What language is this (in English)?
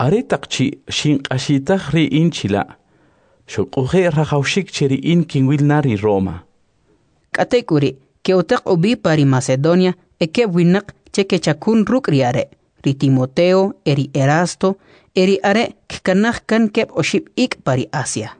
Kʼicheʼ